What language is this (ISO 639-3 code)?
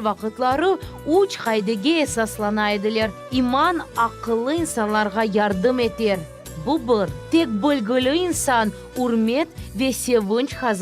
crh